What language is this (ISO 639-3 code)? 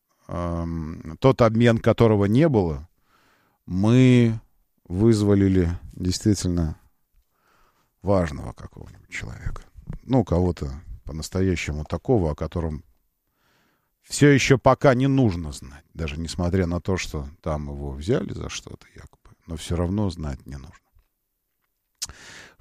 rus